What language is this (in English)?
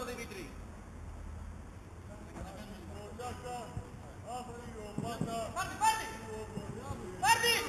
Greek